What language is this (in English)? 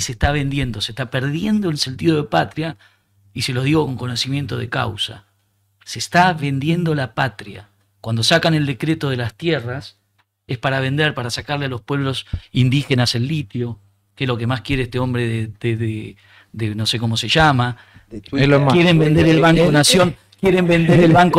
Spanish